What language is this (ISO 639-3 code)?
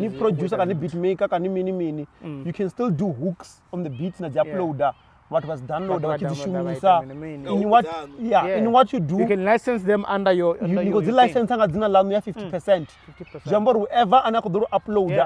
ven